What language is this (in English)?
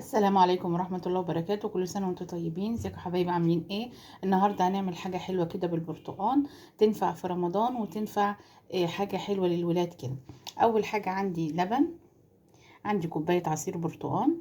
Egyptian Arabic